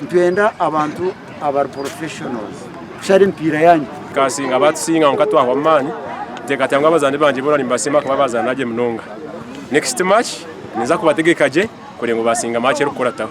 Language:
Nyankole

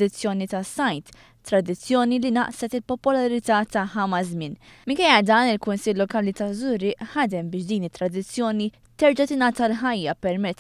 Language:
Maltese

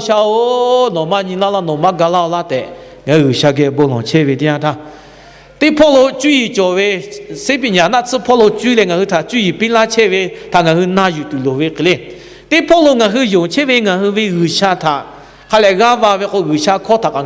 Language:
Lahu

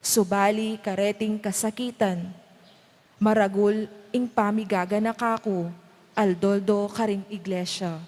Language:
Pampanga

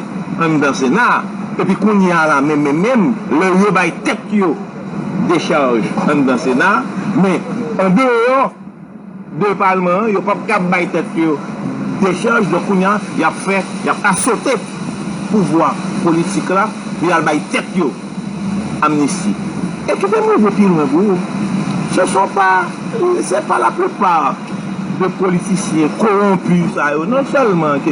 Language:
Haitian Creole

